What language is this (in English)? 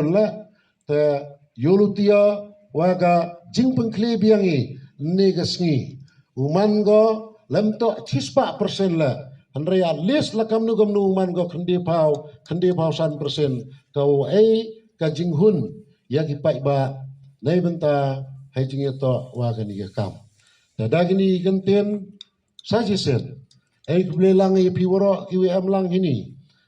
Khasi